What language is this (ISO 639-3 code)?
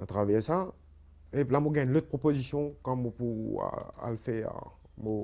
mfe